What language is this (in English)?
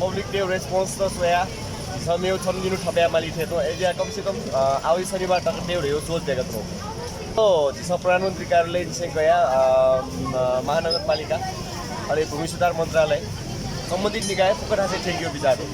Newari